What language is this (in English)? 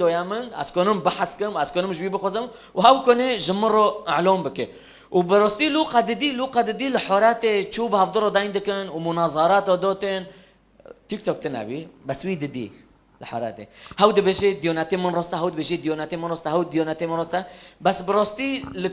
Kurdish